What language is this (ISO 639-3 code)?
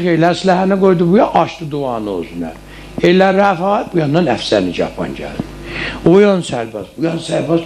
azb